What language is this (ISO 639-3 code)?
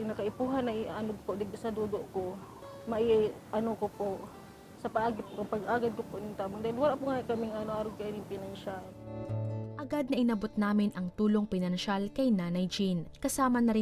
bik